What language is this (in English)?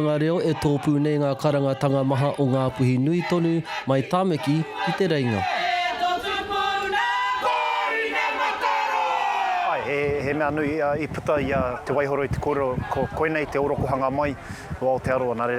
Māori